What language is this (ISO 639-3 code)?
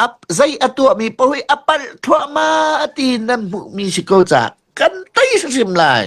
cnh